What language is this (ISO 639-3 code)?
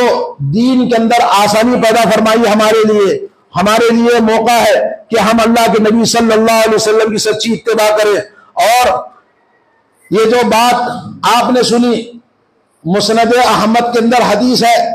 urd